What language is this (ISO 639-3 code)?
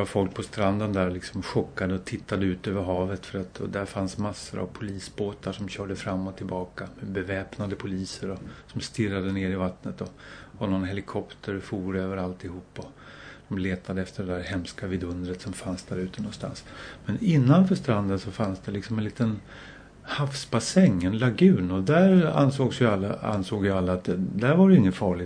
swe